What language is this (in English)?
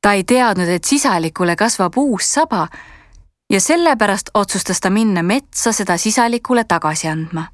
Estonian